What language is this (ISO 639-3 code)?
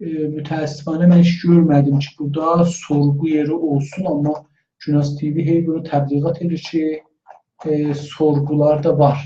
azb